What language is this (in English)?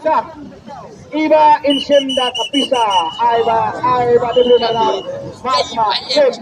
Khasi